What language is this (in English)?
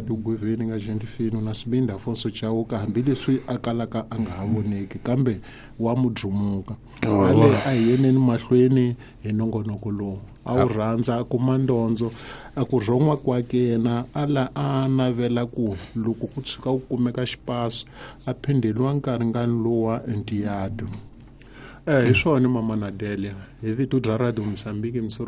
Tsonga